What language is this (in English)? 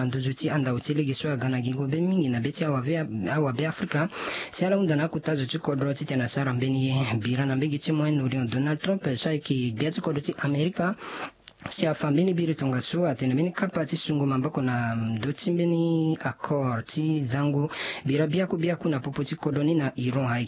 Sango